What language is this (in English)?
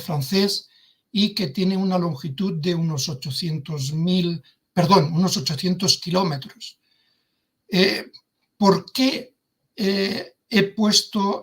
Ladino